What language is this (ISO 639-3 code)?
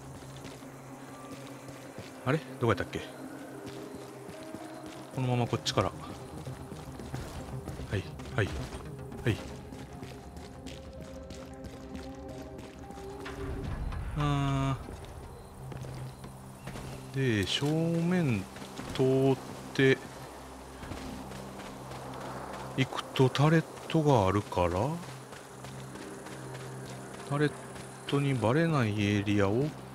jpn